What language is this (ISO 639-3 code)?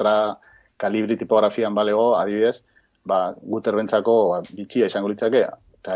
eus